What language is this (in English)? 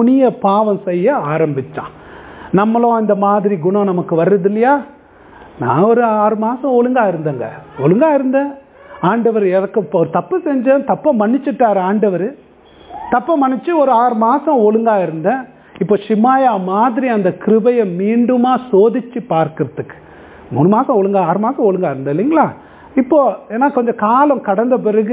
Tamil